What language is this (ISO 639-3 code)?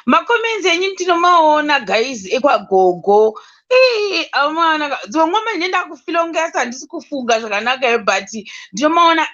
sna